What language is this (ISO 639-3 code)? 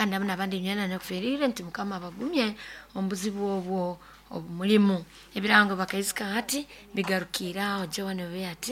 nyo